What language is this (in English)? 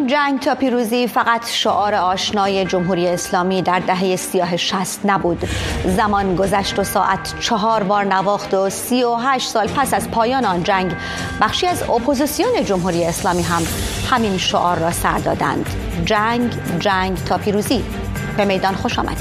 Persian